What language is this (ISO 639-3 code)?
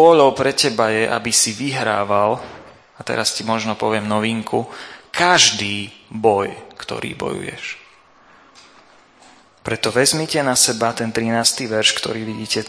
slk